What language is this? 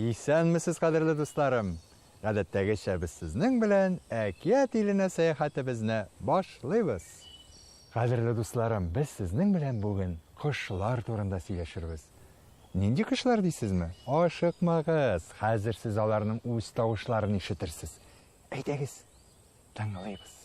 Tatar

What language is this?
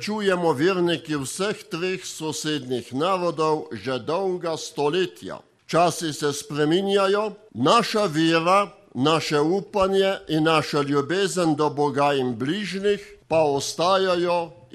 Slovenian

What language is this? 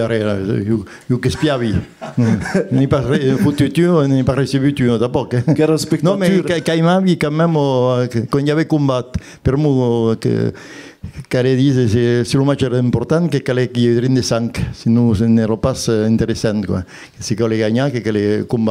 Occitan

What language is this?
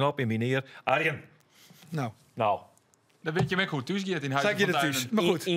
Western Frisian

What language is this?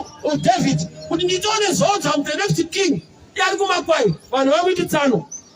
Shona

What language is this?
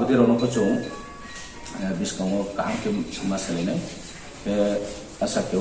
Riang (India)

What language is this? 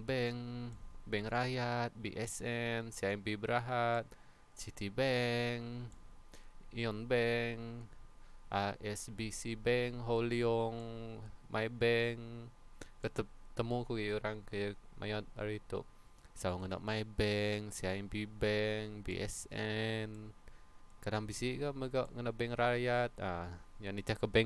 Iban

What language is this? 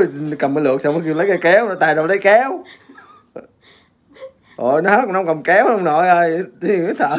Vietnamese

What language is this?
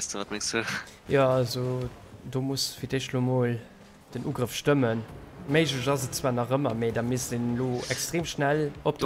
Luxembourgish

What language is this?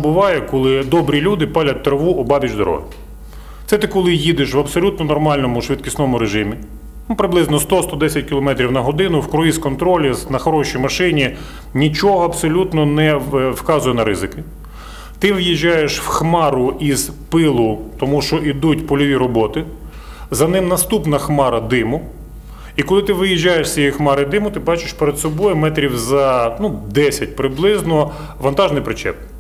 Ukrainian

